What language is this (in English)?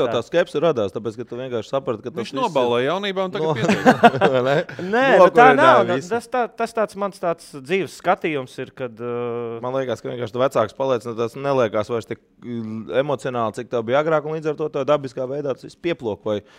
Latvian